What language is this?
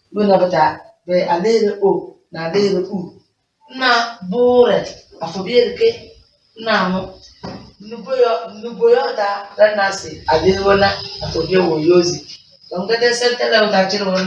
Tem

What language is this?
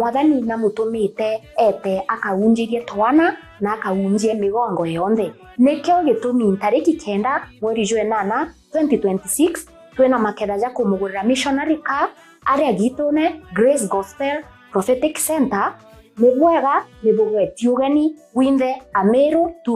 Meru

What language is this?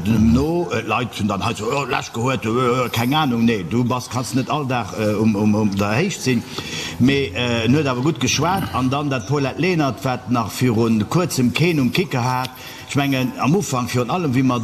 Luxembourgish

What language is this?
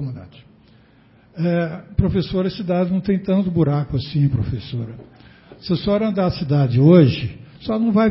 Portuguese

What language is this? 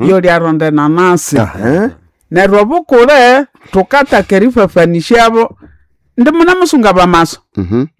Nande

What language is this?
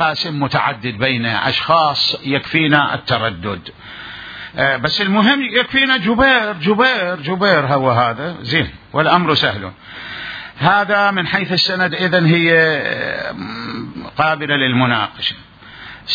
Mesopotamian Arabic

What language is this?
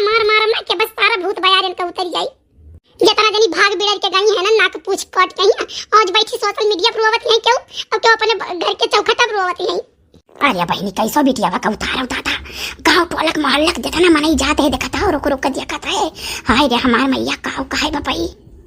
Awadhi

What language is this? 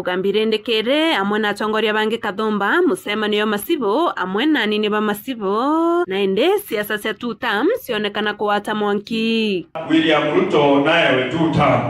Meru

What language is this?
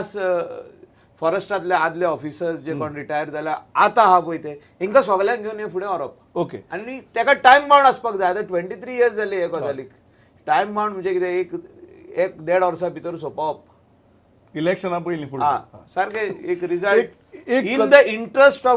Konkani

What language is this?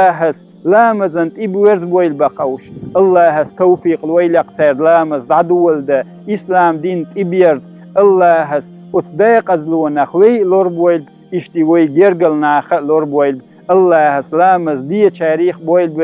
Chechen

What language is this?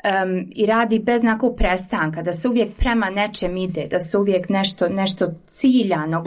Croatian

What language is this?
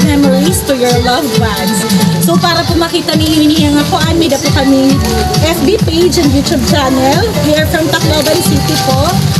Waray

